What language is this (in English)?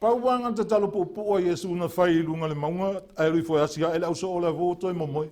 Samoan